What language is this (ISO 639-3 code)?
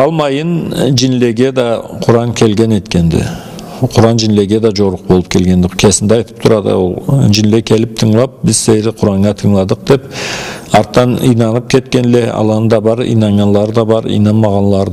krc